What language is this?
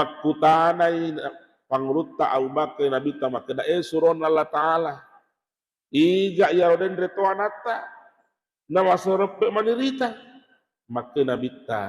Buginese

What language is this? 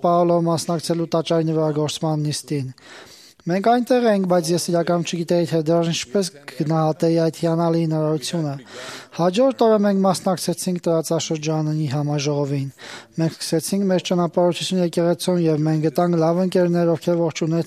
Armenian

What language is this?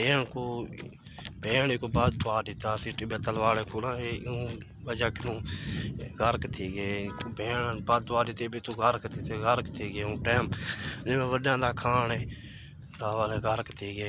Saraiki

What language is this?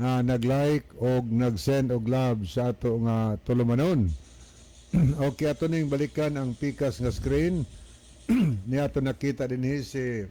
Cebuano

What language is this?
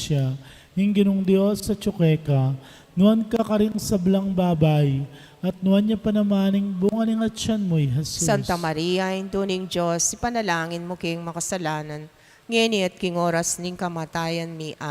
Pampanga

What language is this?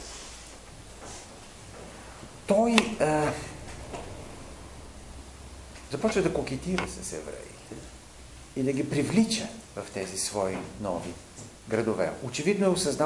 Bulgarian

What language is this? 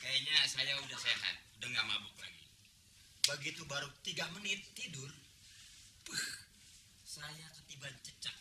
Betawi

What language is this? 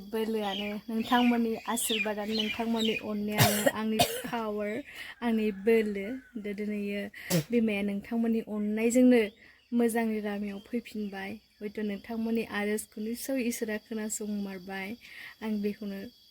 Bodo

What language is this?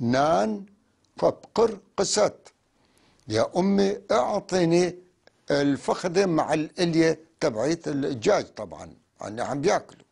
North Levantine Arabic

